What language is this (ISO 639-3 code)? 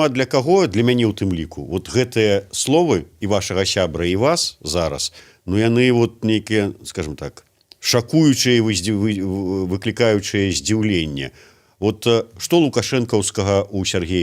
bel